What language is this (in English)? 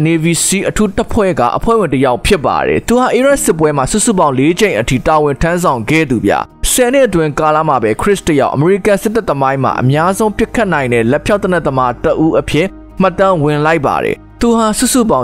Burmese